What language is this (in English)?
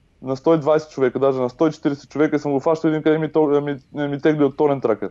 Bulgarian